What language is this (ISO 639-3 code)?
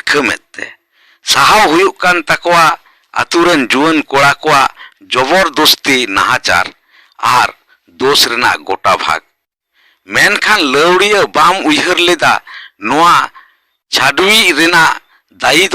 sat